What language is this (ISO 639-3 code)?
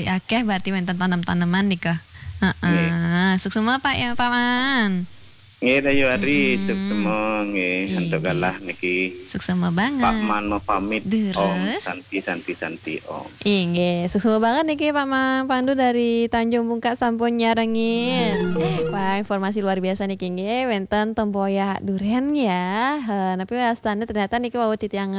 ban